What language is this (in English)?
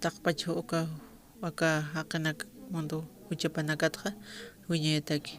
Aymara